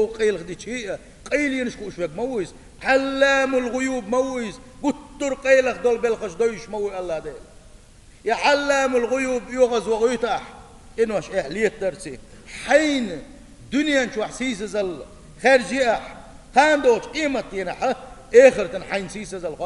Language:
Chechen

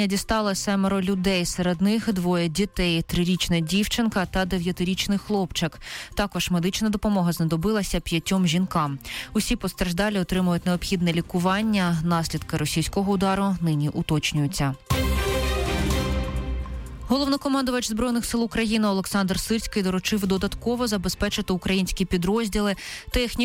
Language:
Ukrainian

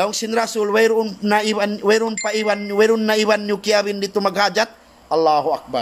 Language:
Tausug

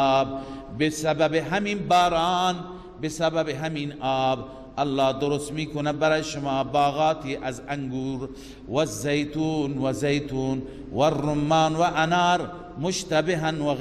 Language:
Persian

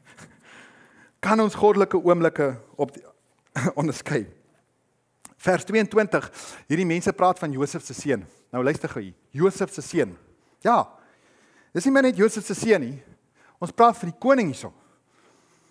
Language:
Afrikaans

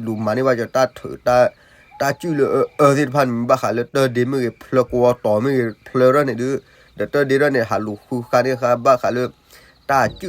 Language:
S'gaw Karen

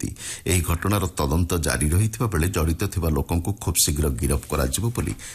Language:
Odia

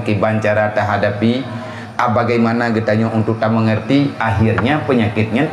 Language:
Achinese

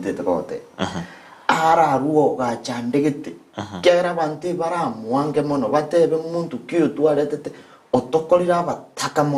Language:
Gusii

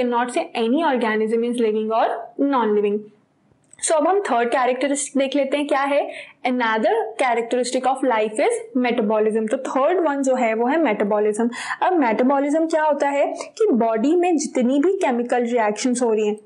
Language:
Hindi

